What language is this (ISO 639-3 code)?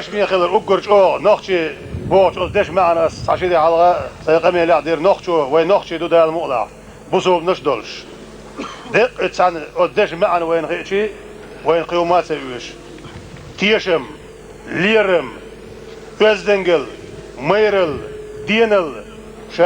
che